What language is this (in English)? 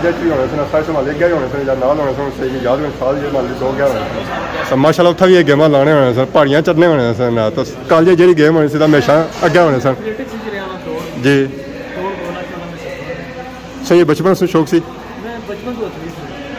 Pahari-Potwari